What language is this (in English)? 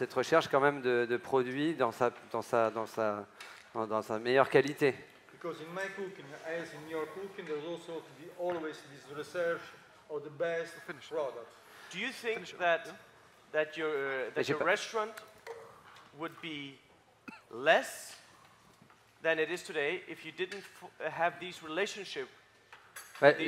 French